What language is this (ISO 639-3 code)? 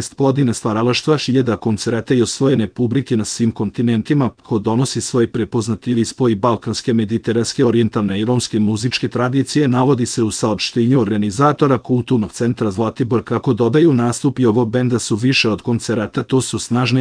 srp